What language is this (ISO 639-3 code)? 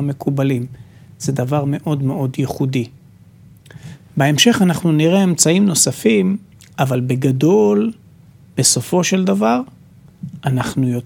heb